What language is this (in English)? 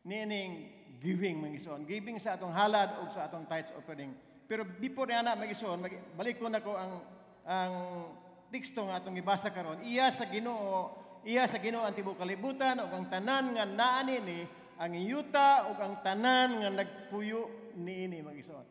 Cebuano